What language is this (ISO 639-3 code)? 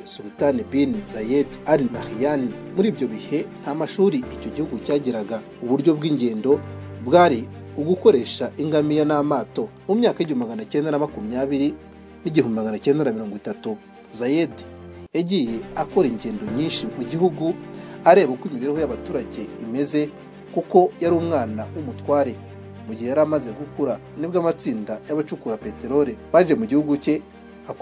kin